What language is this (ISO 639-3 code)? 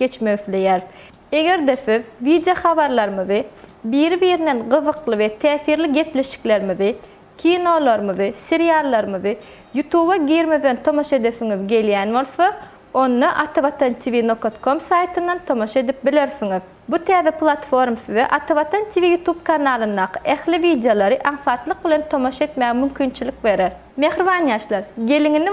tuk